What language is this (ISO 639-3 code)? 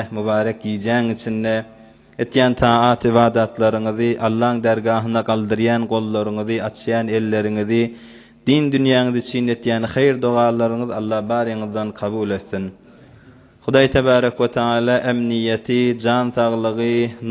tuk